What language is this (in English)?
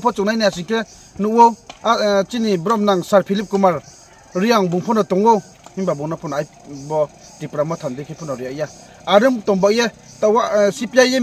Riang (India)